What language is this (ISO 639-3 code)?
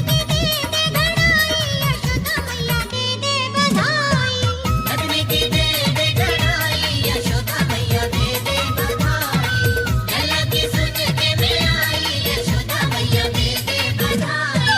doi